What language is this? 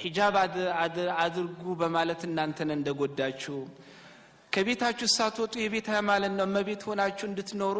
Amharic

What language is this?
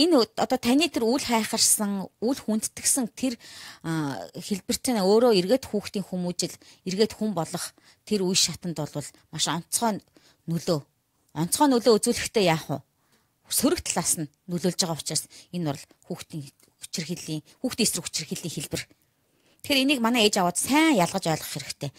Mongolian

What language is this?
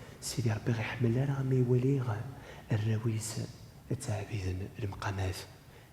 Kabyle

